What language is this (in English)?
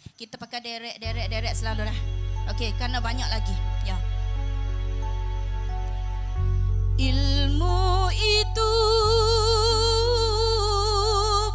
Malay